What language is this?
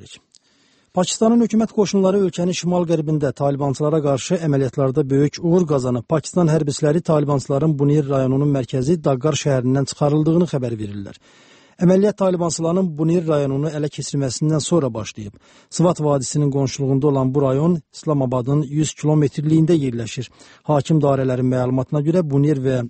Azerbaijani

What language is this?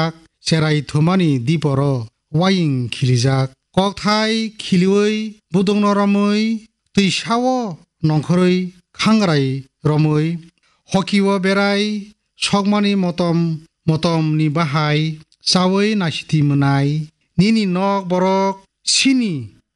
Kok Borok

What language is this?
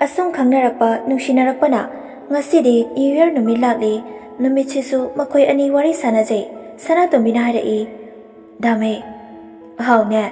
Manipuri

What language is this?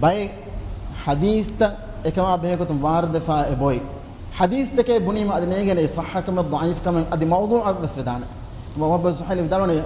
Divehi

